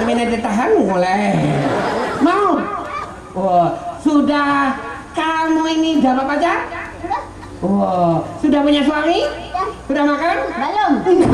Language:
Banjar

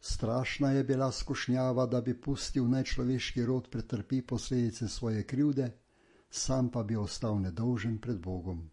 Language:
Slovenian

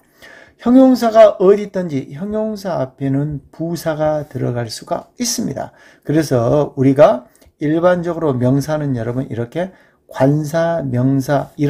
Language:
Korean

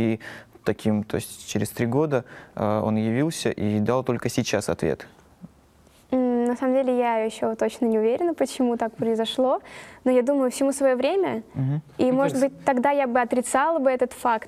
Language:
Russian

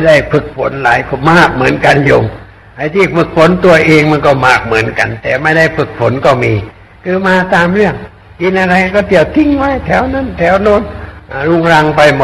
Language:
Thai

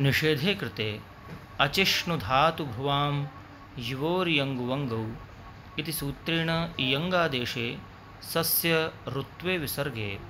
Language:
Sanskrit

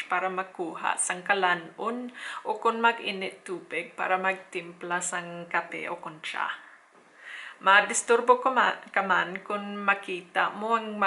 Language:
Hiligaynon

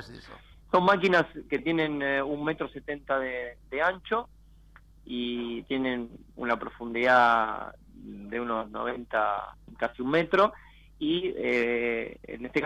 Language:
Spanish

